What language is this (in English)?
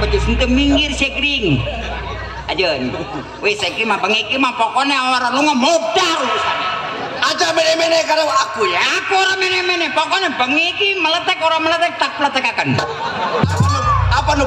Betawi